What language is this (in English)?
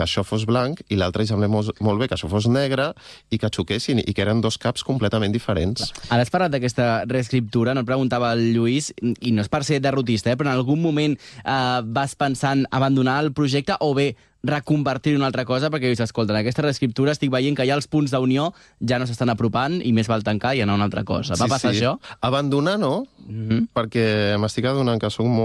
Catalan